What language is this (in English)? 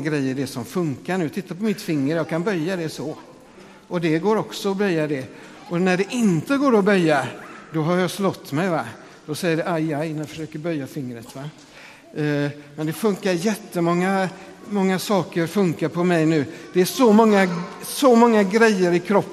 Swedish